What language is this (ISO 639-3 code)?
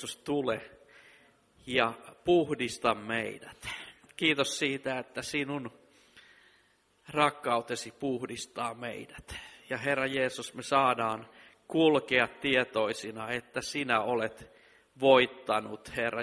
fin